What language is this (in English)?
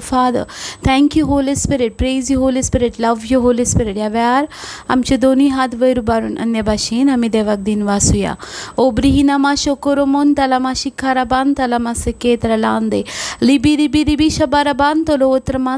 Konkani